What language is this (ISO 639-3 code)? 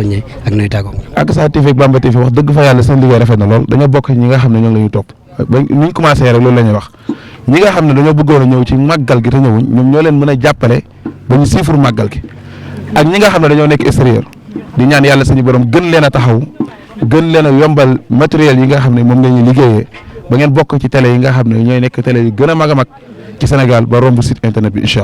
wol